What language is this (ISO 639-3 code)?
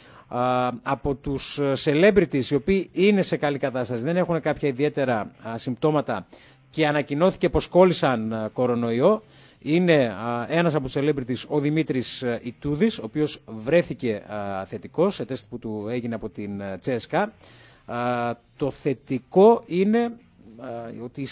ell